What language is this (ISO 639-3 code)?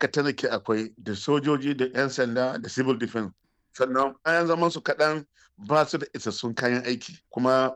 hau